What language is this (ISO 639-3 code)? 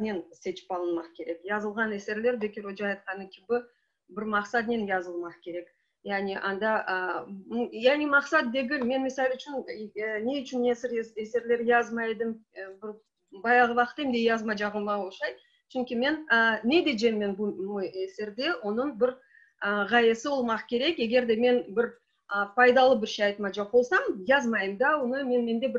crh